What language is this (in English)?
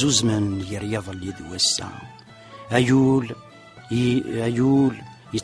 Kabyle